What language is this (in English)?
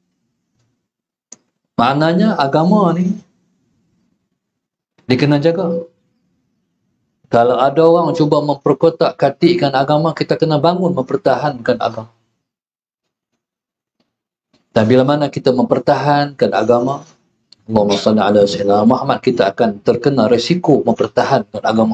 Malay